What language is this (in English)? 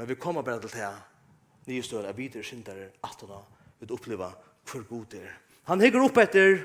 Faroese